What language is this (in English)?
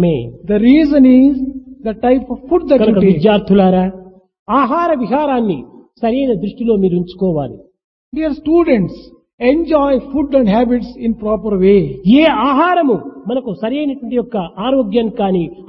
Telugu